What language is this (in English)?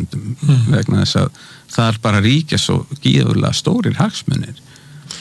Icelandic